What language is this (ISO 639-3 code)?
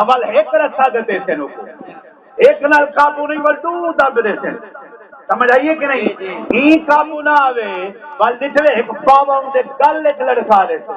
skr